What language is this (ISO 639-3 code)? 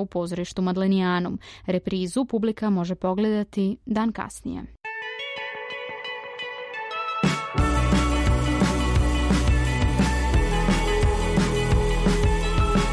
srp